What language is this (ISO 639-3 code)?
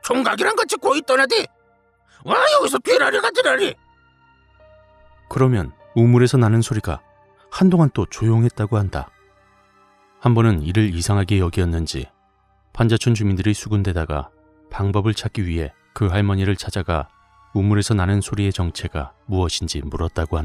kor